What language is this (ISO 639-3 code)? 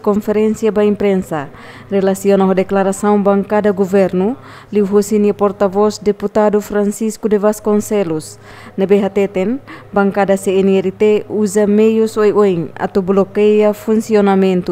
tet